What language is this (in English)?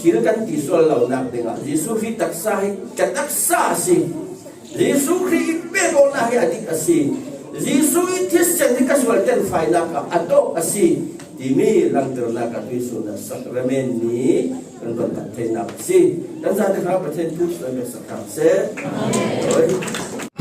Falam Chin